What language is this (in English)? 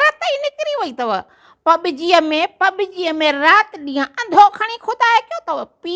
Sindhi